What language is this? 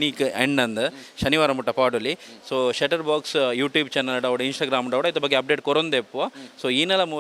Tulu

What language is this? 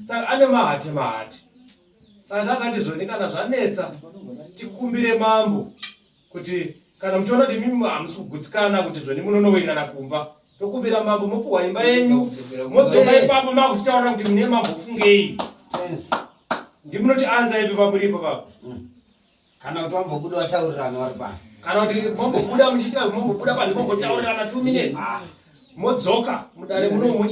Shona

